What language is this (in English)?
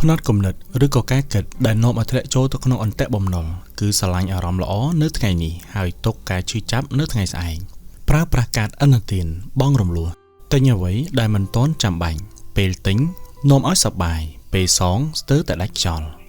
Khmer